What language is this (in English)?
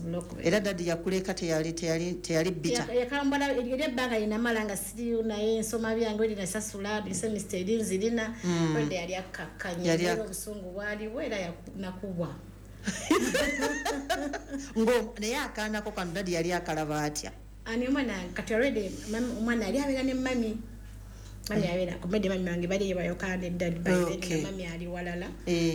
Ganda